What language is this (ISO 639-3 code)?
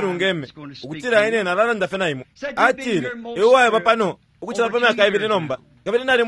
bem